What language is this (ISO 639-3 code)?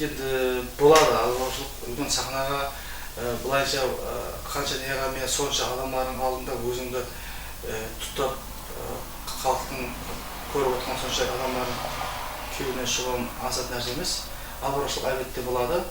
kaa